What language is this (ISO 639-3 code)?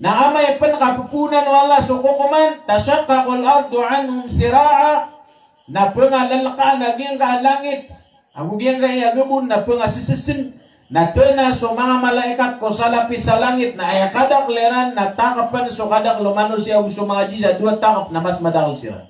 mrw